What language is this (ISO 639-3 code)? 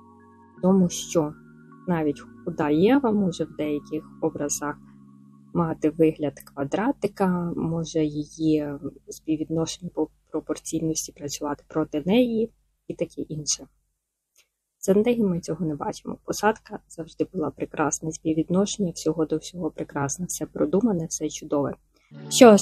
ukr